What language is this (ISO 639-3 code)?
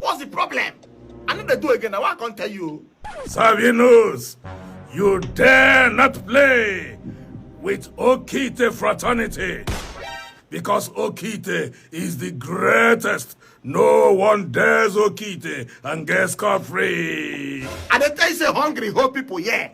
pcm